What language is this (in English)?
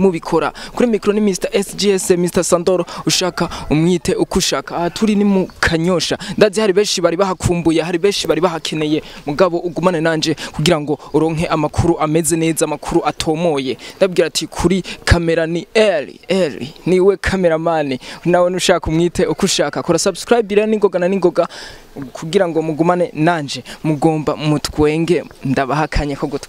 Rundi